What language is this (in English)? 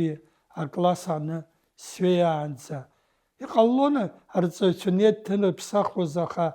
Abkhazian